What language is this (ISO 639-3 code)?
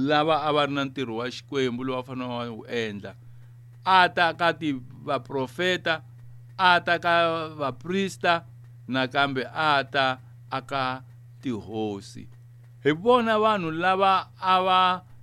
tso